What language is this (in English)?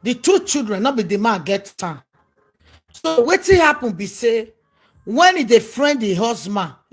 Nigerian Pidgin